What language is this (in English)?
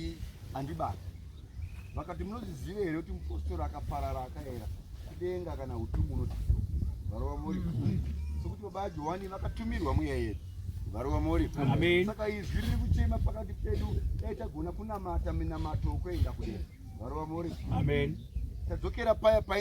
Shona